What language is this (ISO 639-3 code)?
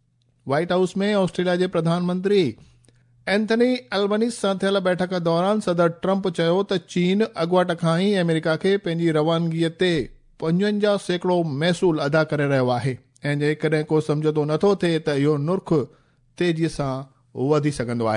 snd